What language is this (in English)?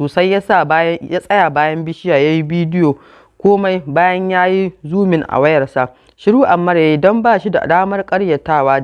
Hausa